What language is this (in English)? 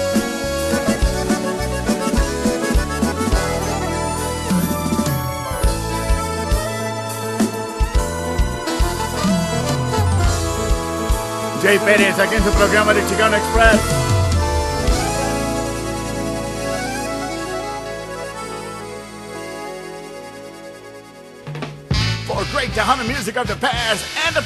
Spanish